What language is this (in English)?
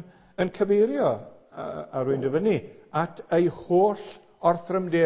Welsh